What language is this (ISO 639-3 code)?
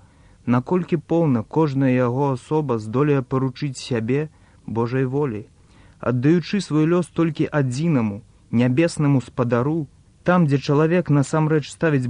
bel